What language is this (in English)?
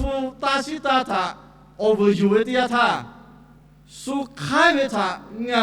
Lahu